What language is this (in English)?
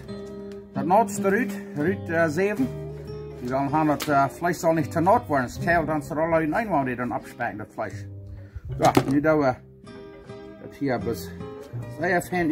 Plautdietsch